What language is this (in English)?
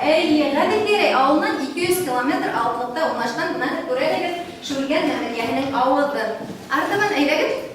Bashkir